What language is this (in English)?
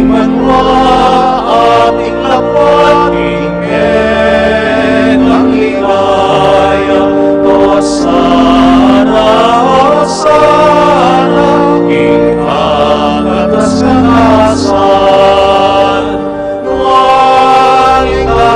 Pampanga